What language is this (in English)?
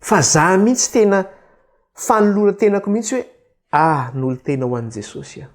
Malagasy